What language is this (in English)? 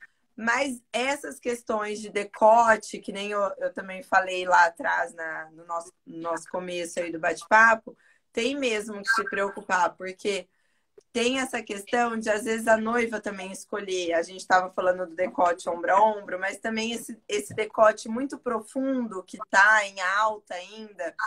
Portuguese